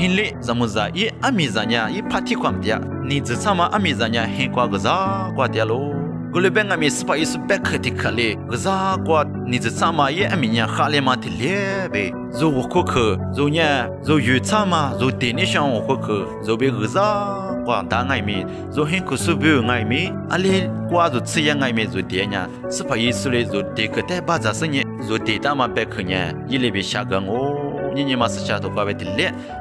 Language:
Lisu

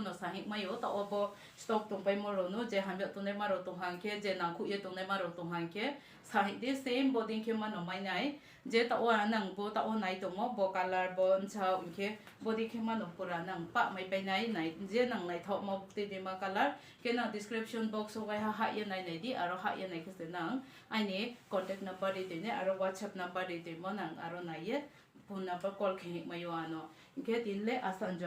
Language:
Kok Borok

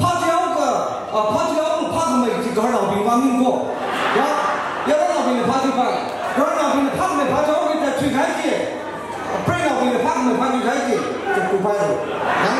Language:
Tangkhul Naga (India)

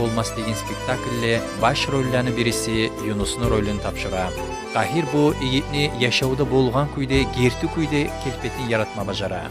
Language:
Kumyk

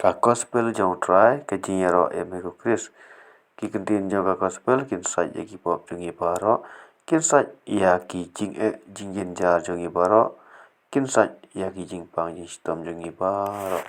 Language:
Khasi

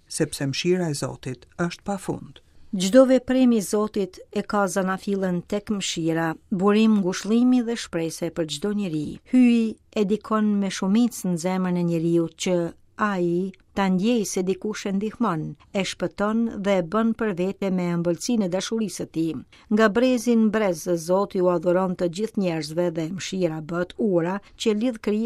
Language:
Albanian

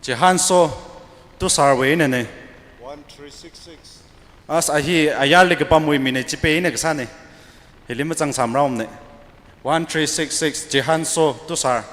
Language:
Tangkhul Naga (India)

